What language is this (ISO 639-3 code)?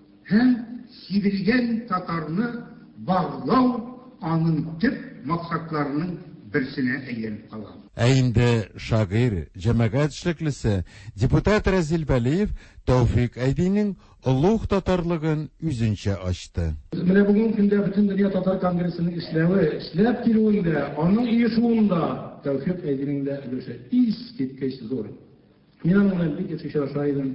tat